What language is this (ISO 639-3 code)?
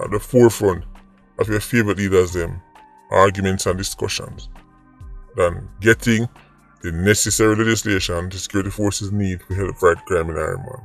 jam